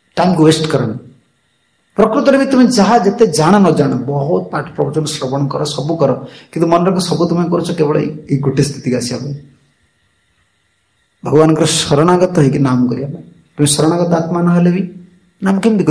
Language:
Odia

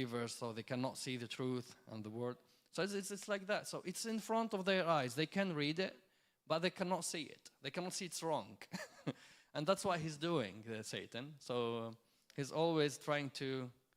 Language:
English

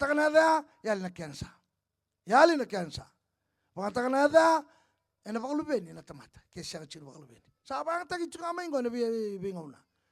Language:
Fijian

